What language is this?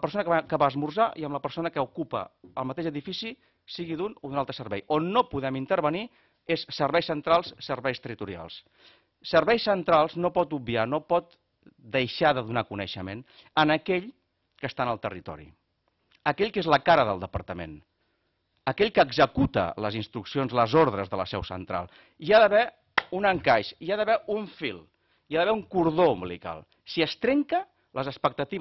Catalan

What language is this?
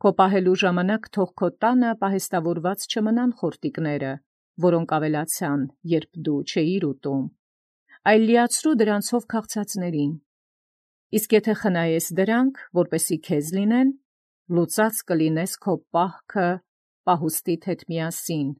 Armenian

